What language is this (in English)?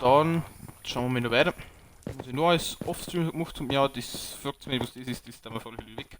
Bavarian